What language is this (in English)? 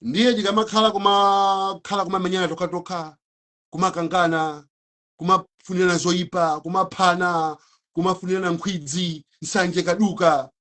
Nyanja